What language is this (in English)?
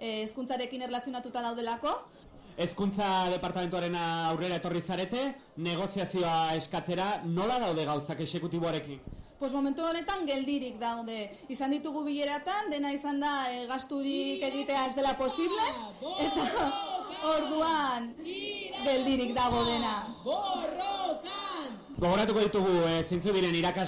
Basque